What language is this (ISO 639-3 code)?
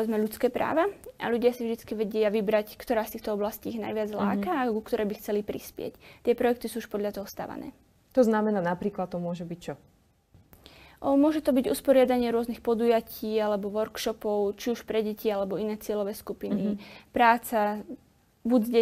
slk